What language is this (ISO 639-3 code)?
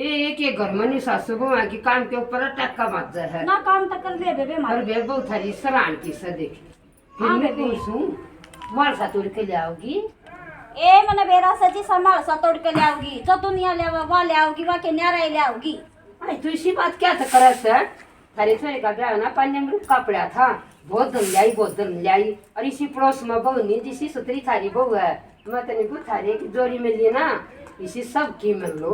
bgc